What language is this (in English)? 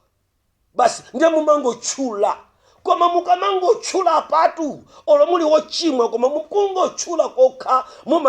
Nyanja